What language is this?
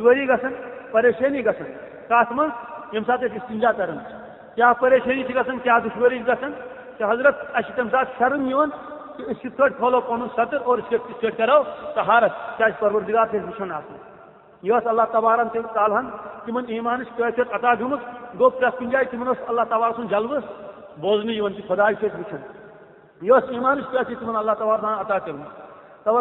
Kashmiri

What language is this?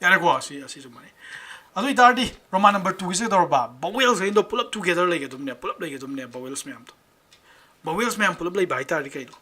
Manipuri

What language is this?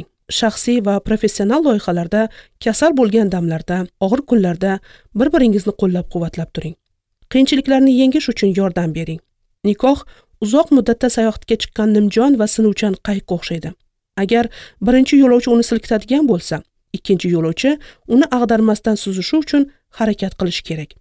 Uzbek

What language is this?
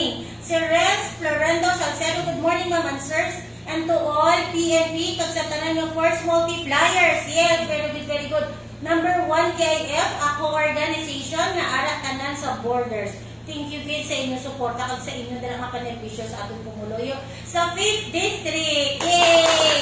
Hiligaynon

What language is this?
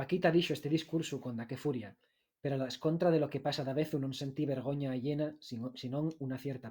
Asturian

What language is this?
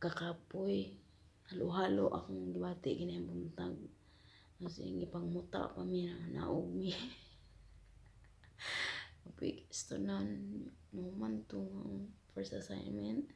Cebuano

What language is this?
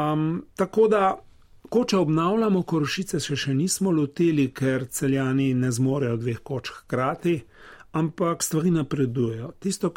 Slovenian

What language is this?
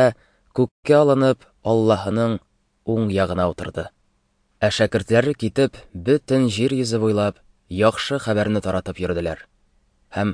Tatar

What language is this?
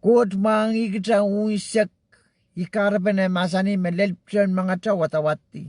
Pohnpeian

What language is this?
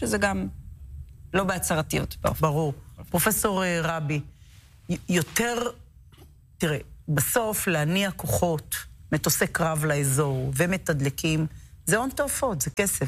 Hebrew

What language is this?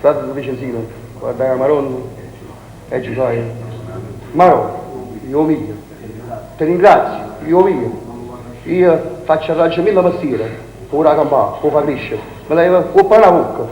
Neapolitan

